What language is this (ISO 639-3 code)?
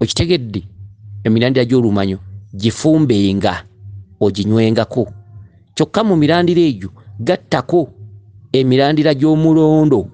lug